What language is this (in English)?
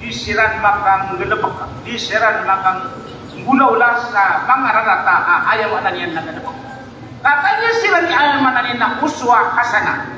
Maranao